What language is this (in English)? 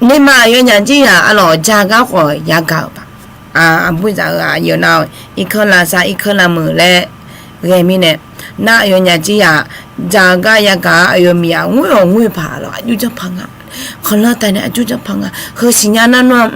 Akha